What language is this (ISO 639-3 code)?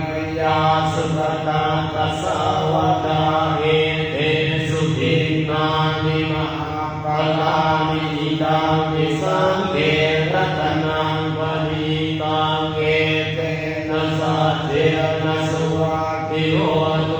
pli